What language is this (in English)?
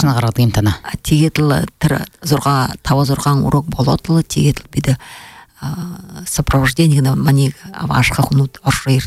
Buriat